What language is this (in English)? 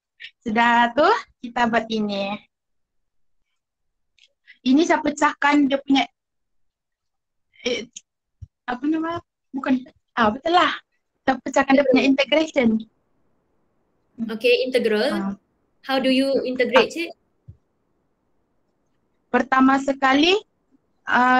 Malay